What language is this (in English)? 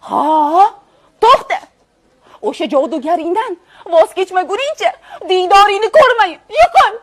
Uzbek